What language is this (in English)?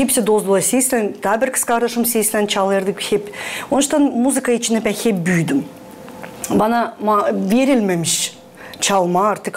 Gagauz